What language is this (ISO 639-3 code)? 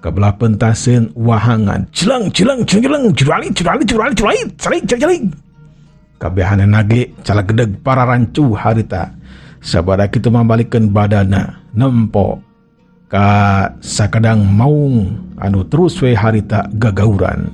sun